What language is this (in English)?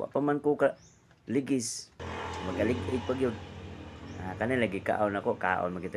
Cebuano